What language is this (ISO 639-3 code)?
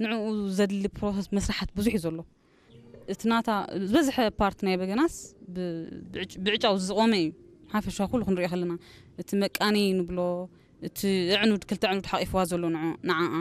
tir